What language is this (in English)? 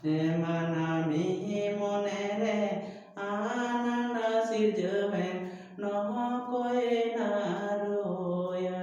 Santali